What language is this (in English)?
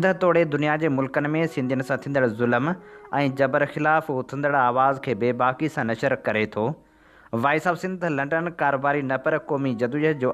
Sindhi